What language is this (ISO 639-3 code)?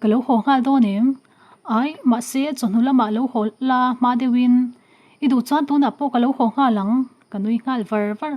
lus